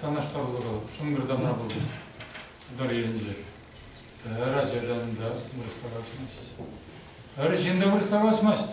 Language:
Chuvash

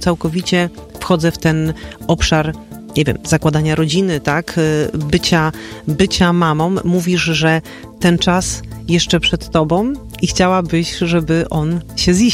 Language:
Polish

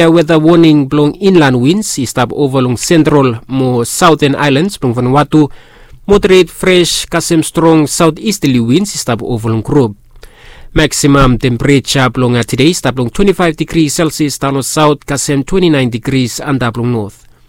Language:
Bislama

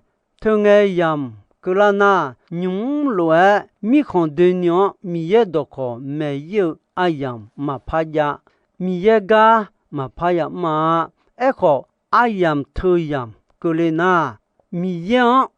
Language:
Akha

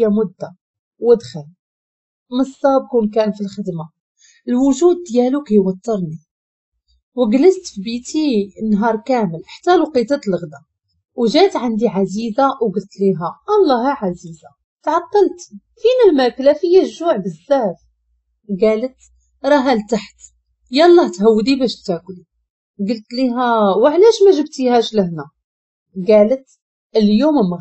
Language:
Moroccan Arabic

